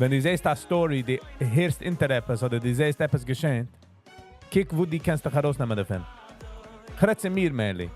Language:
Yiddish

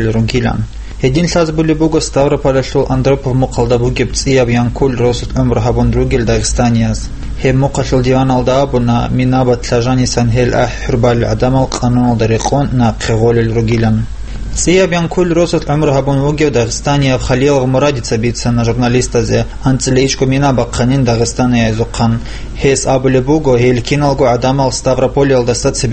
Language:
Avaric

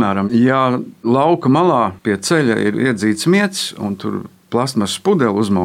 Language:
Latvian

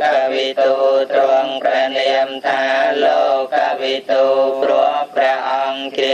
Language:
Khmer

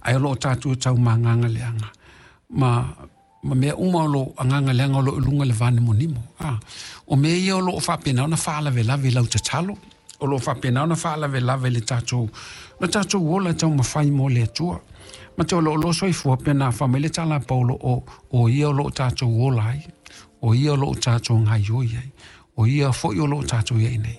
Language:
Samoan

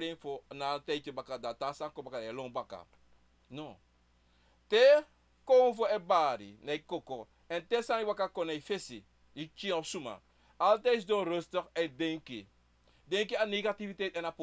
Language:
Sranan Tongo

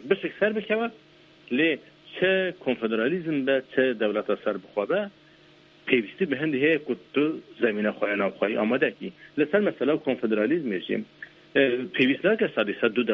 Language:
Kurdish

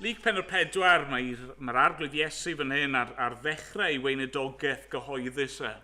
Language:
Welsh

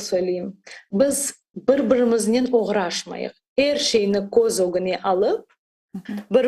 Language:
Crimean Tatar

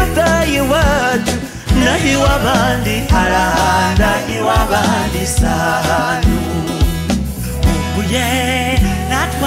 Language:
Kinyarwanda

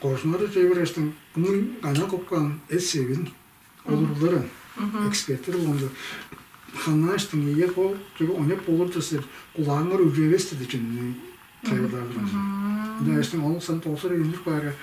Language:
Tuvinian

